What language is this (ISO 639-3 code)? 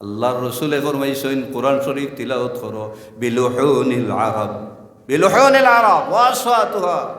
syl